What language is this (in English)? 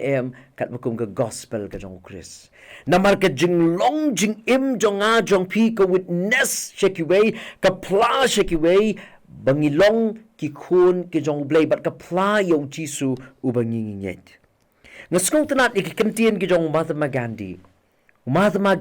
Khasi